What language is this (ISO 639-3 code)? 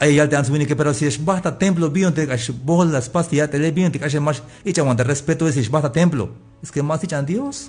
tzh